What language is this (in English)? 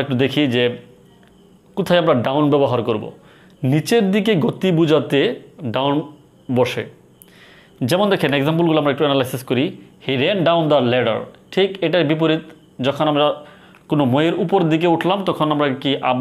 Bangla